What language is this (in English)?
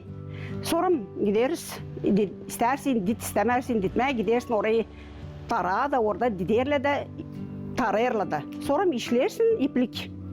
Gagauz